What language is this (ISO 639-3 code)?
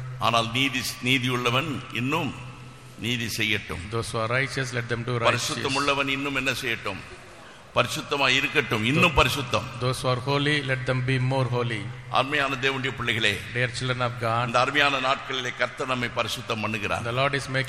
tam